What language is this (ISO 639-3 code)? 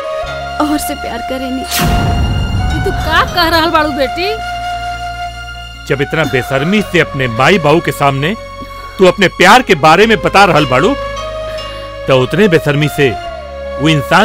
bho